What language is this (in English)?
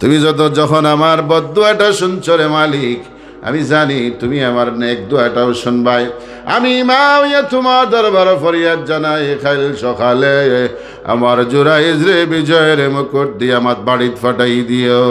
Sylheti